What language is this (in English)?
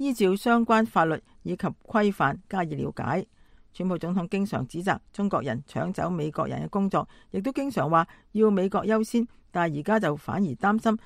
Cantonese